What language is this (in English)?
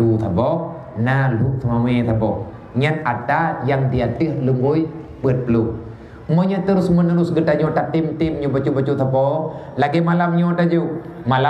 Achinese